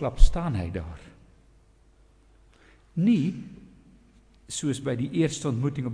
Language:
Afrikaans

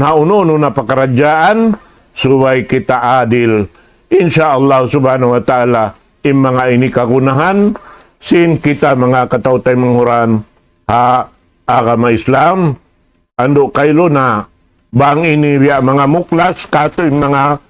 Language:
Tausug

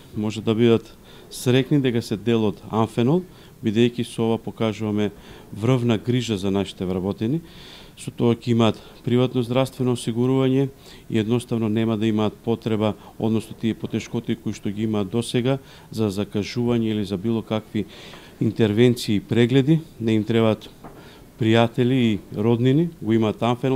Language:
Macedonian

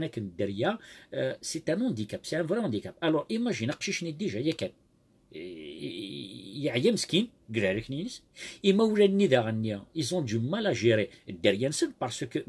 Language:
Kabyle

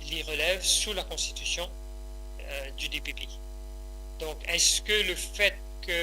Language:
Morisyen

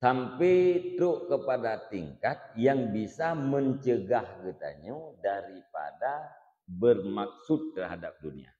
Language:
Achinese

